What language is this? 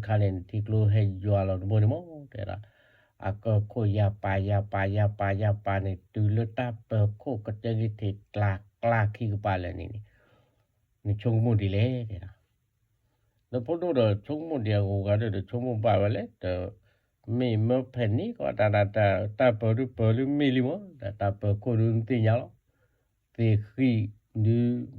S'gaw Karen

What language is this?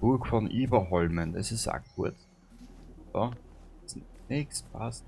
Bavarian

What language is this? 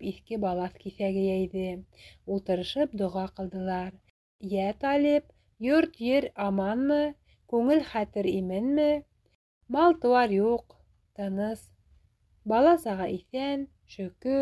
Bashkir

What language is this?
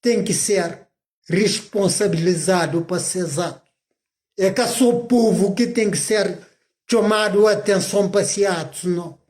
Kabuverdianu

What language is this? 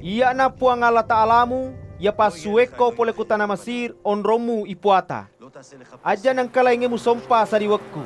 Buginese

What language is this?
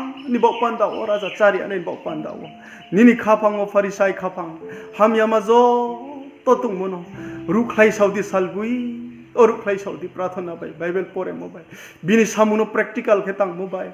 Riang (India)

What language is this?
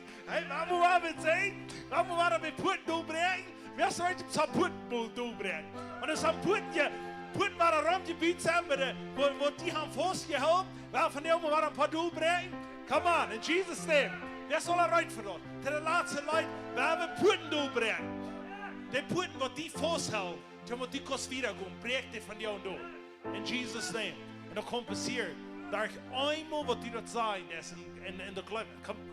Plautdietsch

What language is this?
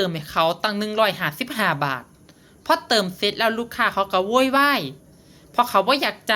Northeastern Thai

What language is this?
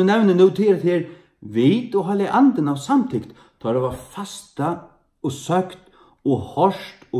Faroese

